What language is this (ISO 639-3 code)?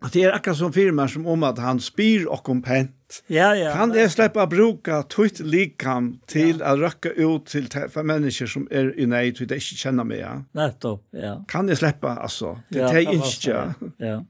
fao